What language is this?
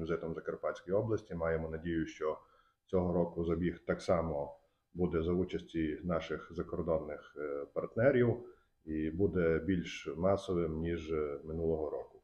Ukrainian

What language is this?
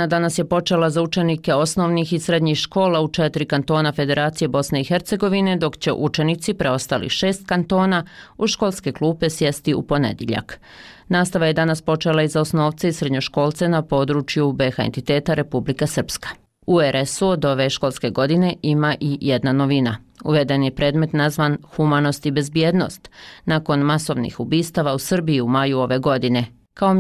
Bosnian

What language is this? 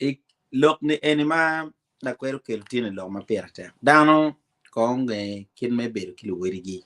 Acoli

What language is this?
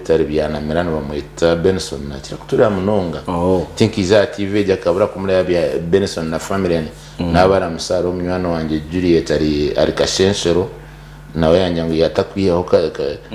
Nyankole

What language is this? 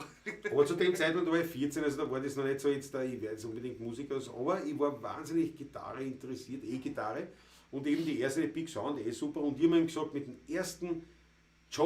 Bavarian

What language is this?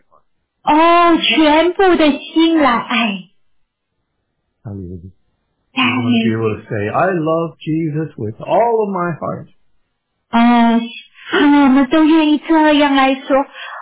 Chinese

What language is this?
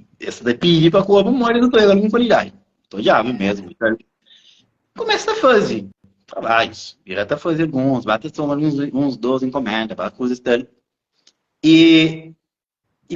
Kabuverdianu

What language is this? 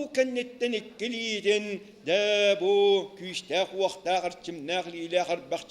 Yakut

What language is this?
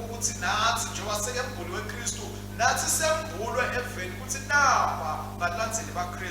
Swati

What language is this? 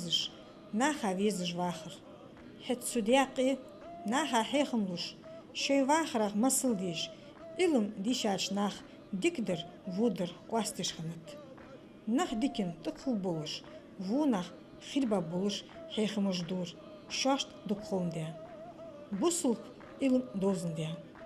Ingush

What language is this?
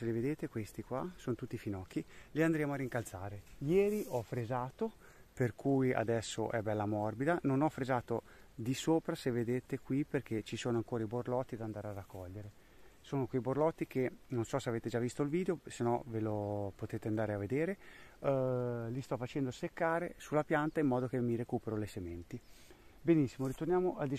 Italian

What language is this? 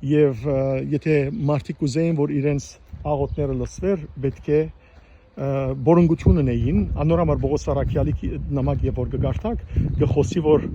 Western Armenian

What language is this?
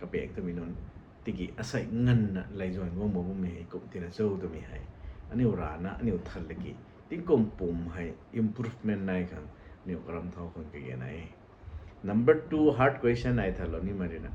Rongmei Naga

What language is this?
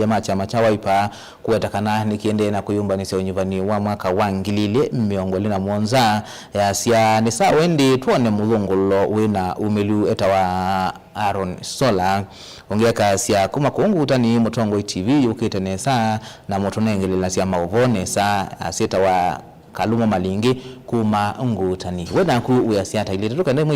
Kamba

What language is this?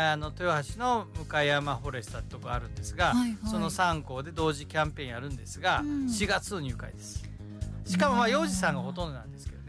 Japanese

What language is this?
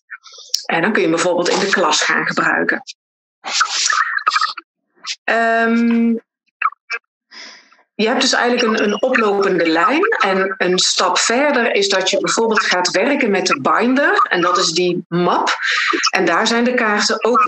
Dutch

